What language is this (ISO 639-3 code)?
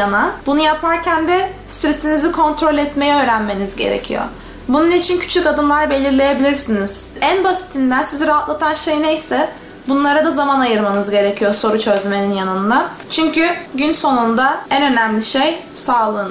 tur